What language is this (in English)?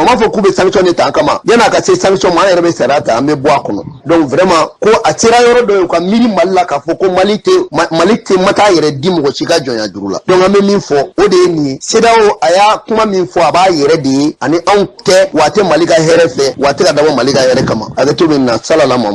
Bambara